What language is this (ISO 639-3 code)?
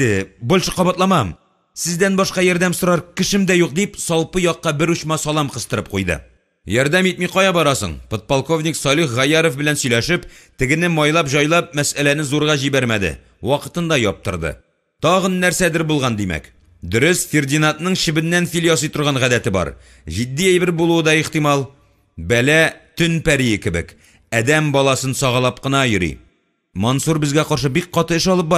tat